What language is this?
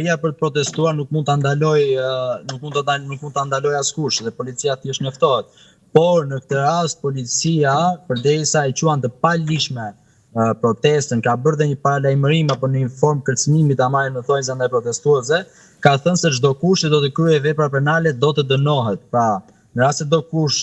Albanian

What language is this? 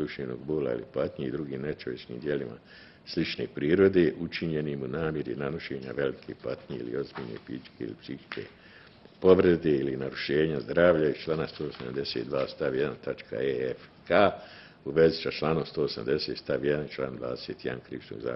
Bosnian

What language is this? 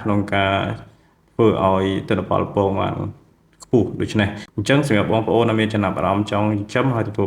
Khmer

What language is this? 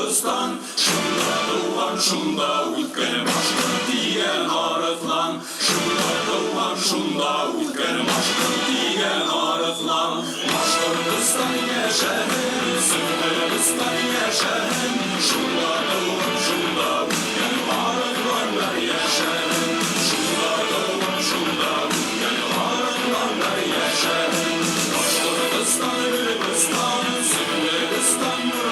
Bashkir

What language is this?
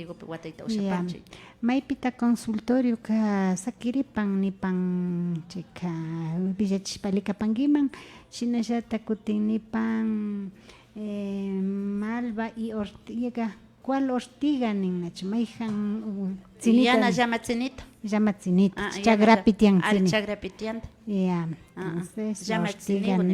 Imbabura Highland Quichua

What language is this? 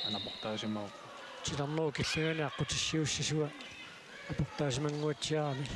Kalaallisut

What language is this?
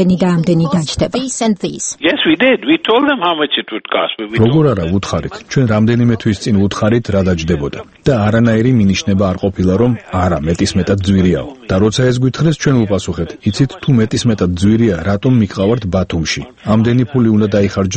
Georgian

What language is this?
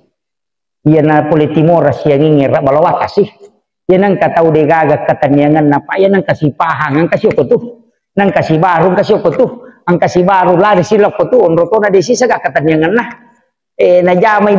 Buginese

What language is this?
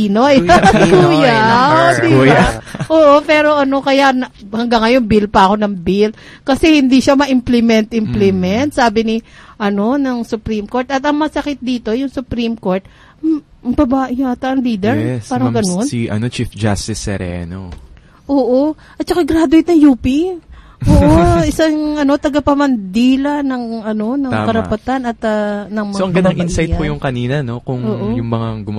Filipino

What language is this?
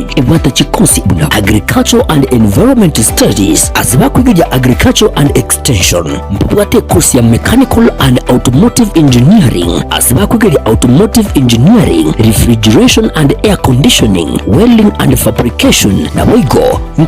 Gusii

